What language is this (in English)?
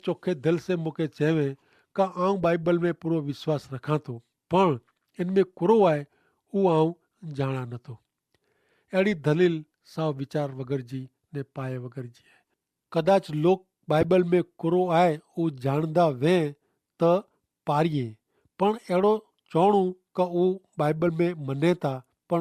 Kachhi